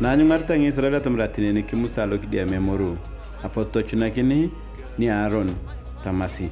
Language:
Turkana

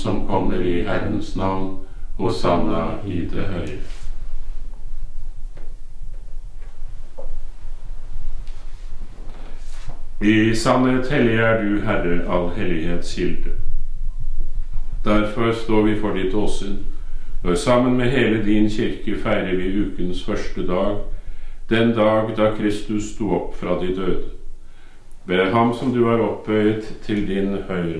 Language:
Norwegian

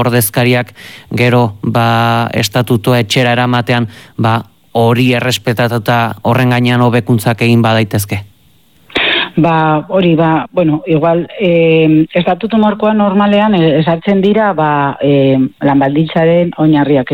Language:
Basque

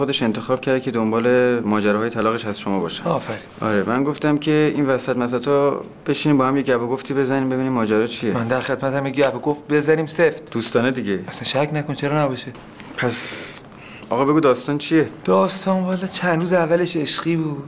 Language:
Persian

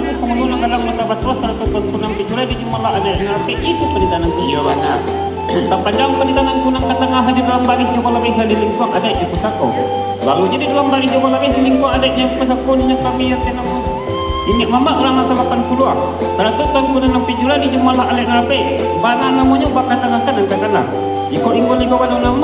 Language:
Minangkabau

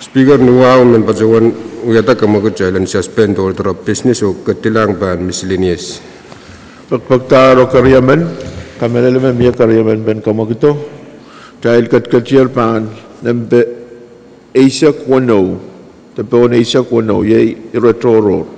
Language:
Pohnpeian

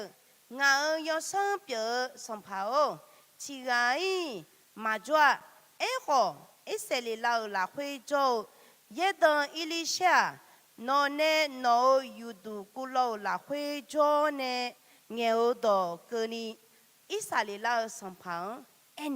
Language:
Akha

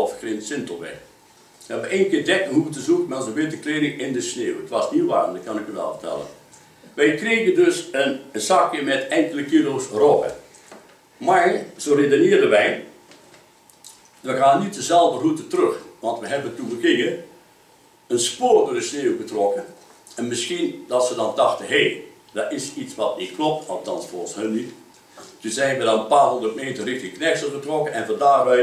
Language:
Dutch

